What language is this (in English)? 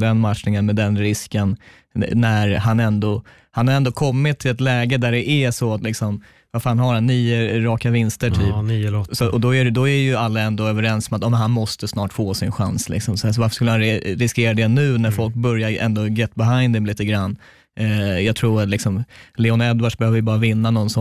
Swedish